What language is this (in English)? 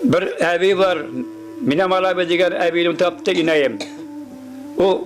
Bashkir